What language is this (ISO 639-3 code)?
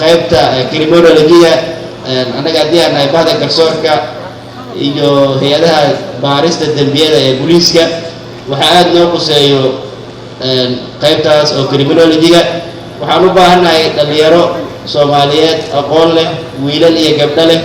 som